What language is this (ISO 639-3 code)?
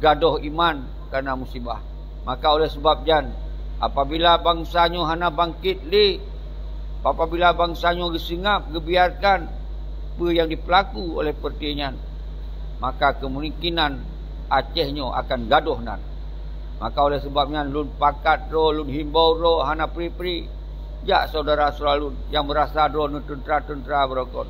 ace